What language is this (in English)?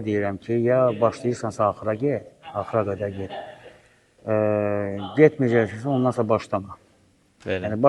Azerbaijani